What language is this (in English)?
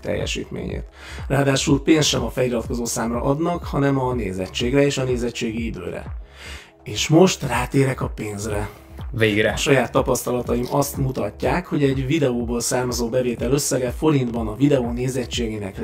Hungarian